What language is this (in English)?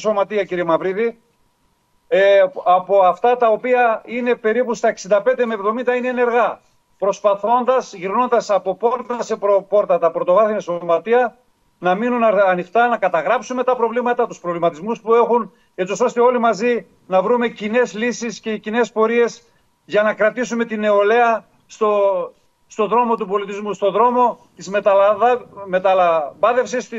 Greek